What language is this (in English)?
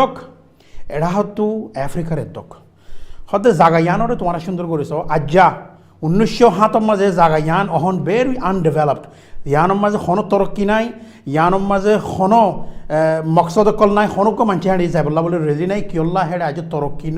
Rohingya